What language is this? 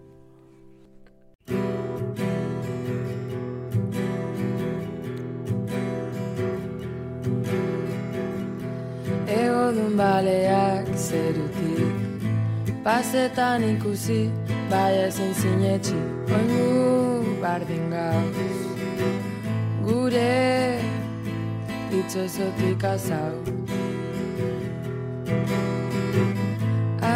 Basque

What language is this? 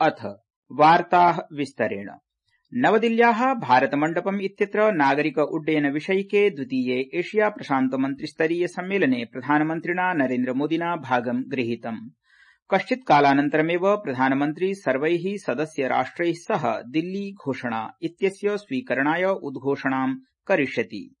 Sanskrit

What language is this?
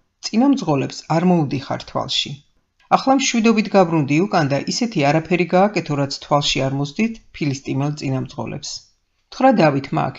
Georgian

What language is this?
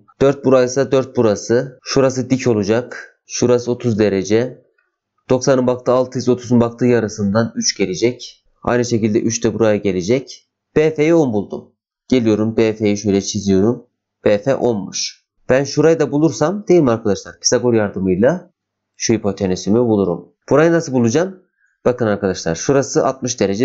Turkish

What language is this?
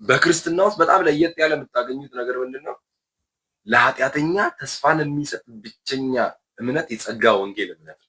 Amharic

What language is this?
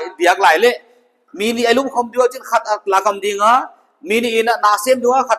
Paite Chin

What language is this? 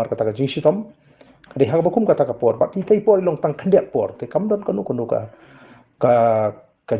Khasi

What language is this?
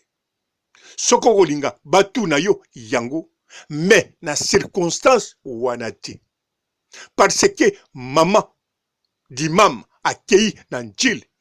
Lingala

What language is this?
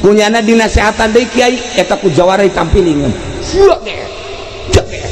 Sundanese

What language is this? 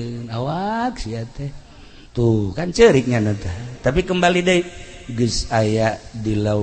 Sundanese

